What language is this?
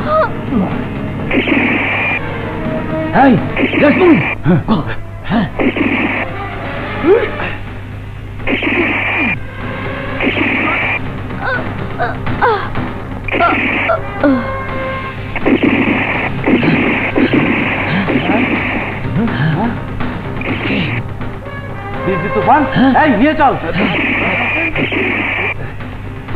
Bangla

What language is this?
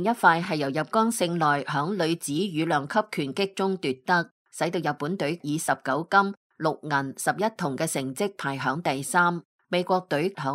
Cantonese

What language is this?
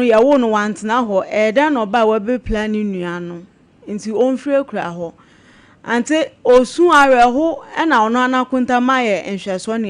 Akan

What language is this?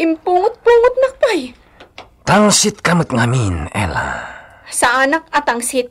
Iloko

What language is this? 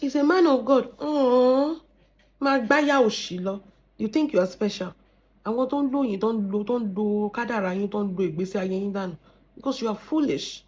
Yoruba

